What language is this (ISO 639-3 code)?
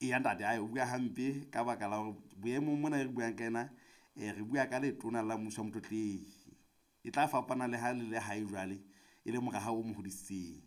sot